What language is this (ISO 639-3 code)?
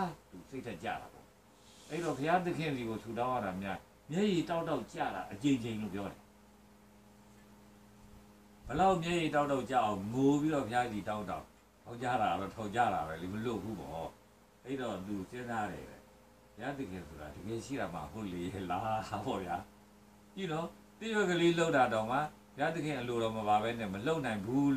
mya